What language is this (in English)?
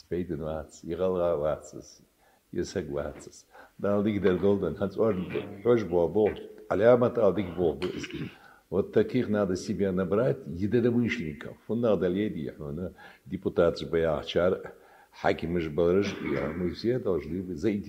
Ingush